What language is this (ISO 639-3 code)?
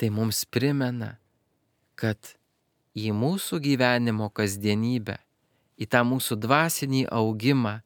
lit